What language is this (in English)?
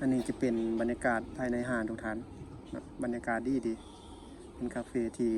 Lao